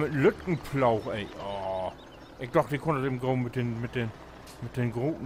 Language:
Low German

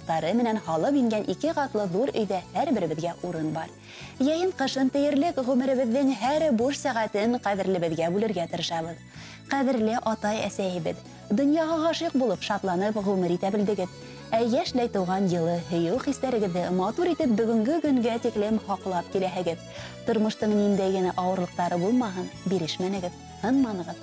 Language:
Bashkir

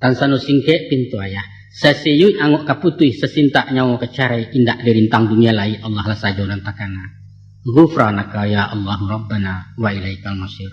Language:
Minangkabau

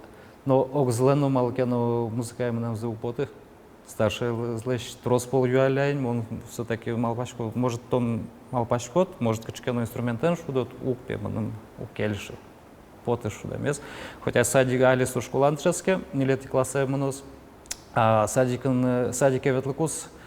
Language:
Udmurt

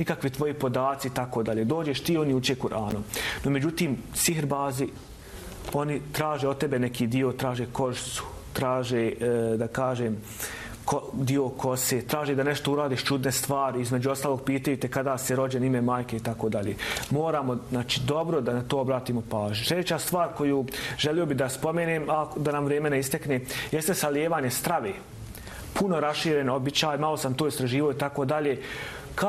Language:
Bosnian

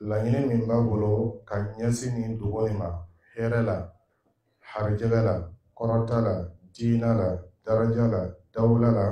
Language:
Dyula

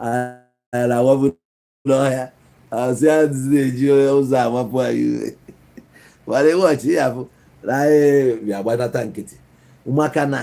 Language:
Igbo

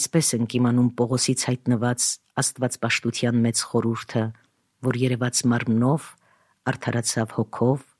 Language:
Armenian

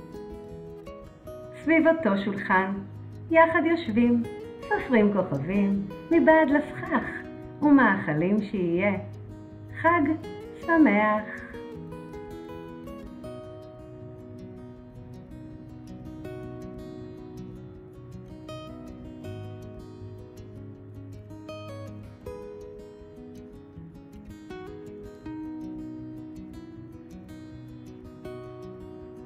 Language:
Hebrew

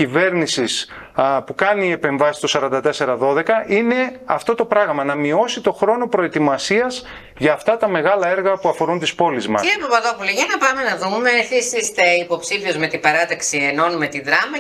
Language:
Greek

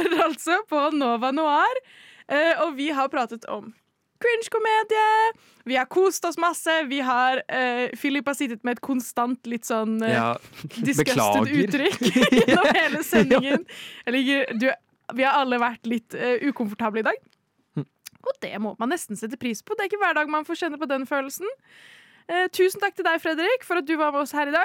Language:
Norwegian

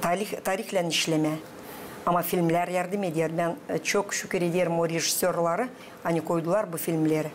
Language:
Gagauz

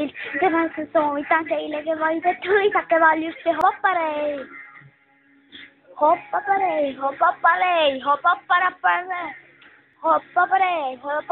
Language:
Estonian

